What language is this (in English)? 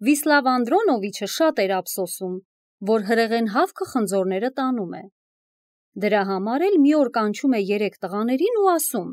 Armenian